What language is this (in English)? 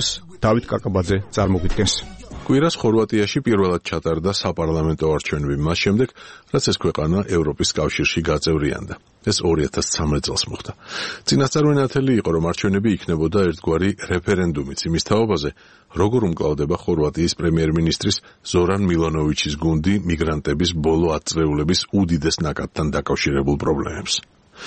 Georgian